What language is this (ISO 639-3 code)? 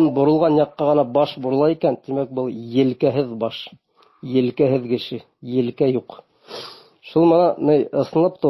bak